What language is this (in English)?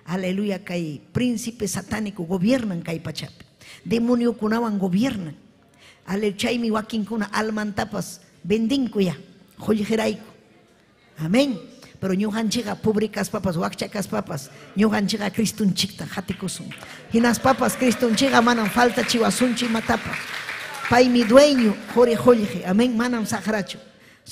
Ayacucho Quechua